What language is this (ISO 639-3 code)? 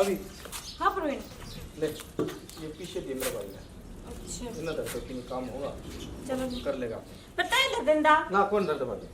bgc